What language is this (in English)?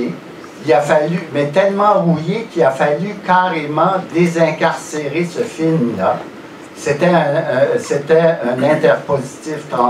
French